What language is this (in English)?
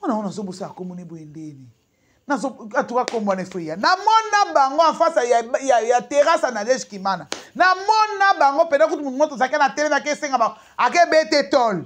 Lingala